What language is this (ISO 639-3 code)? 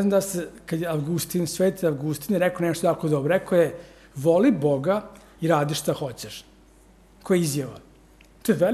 srp